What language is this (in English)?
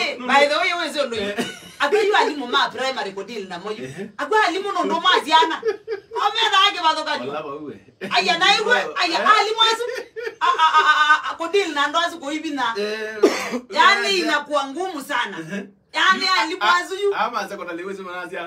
Kamba